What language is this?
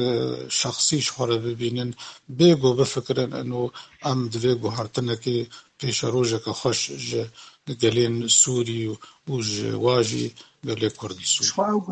Kurdish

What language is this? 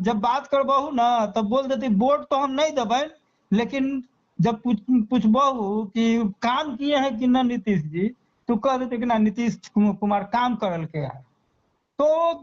Magahi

